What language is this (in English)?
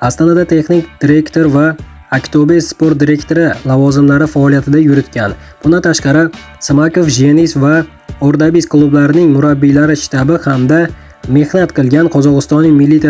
Uzbek